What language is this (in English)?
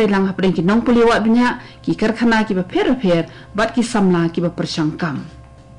Khasi